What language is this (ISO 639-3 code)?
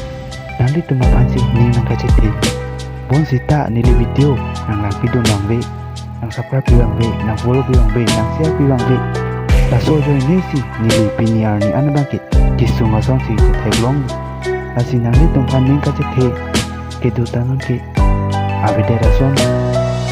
mjw